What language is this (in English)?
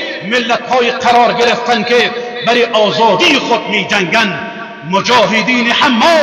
Persian